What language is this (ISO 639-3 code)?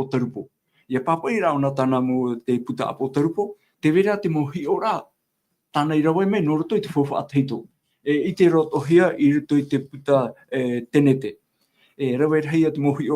tah